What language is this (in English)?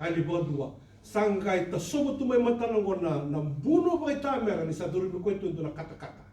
Fijian